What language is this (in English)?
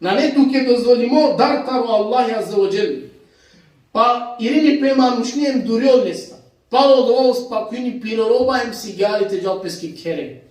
Balkan Romani